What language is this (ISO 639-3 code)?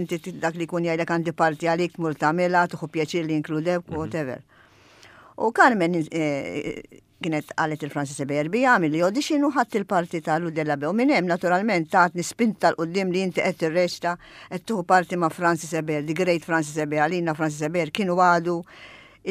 mlt